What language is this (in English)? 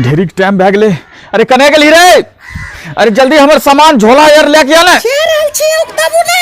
Angika